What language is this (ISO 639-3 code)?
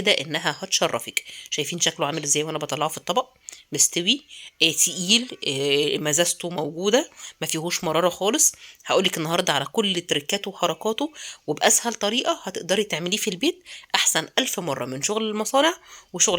arz